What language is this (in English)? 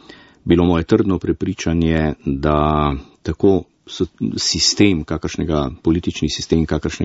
Slovenian